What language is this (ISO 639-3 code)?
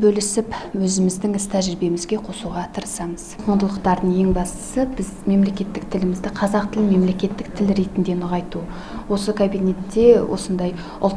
kaz